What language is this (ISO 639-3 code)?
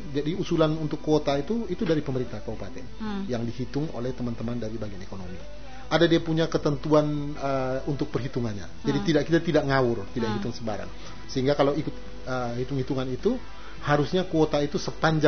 ind